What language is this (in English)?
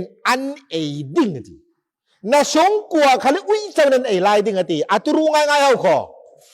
Falam Chin